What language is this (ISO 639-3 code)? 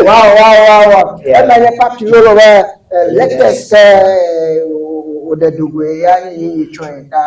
ewe